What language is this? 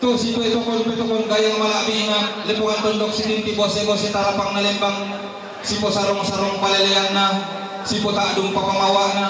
Toraja-Sa'dan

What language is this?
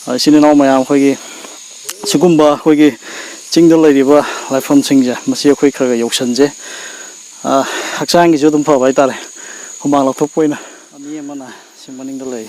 Manipuri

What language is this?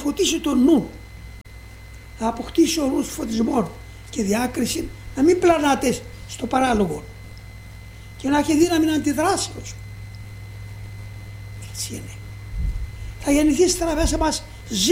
Greek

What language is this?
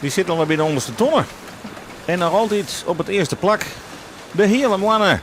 Western Frisian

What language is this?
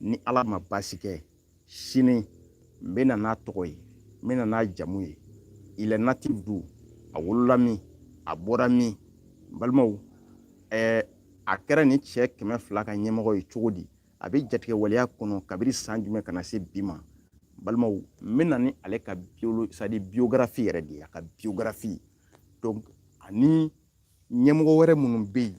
Bambara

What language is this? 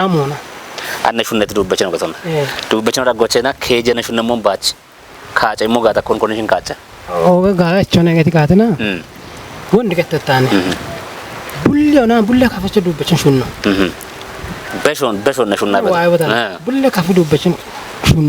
Kafa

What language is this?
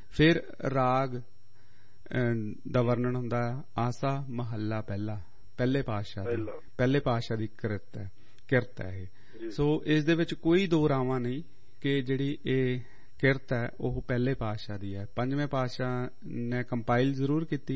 Punjabi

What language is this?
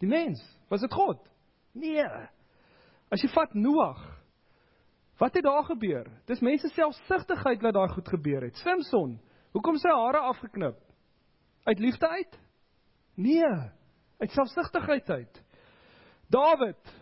Afrikaans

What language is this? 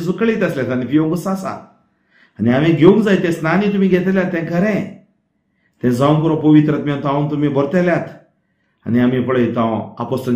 Konkani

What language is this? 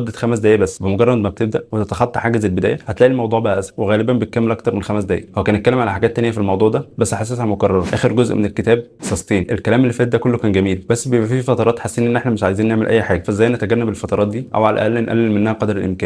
Egyptian Arabic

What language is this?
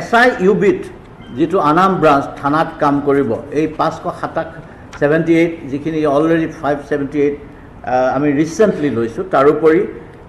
Assamese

